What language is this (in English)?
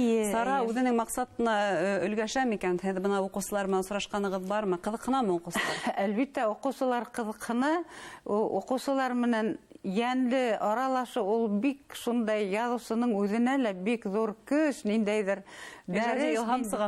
Bashkir